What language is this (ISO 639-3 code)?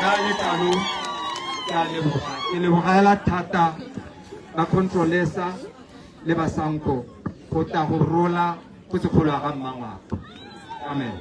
tsn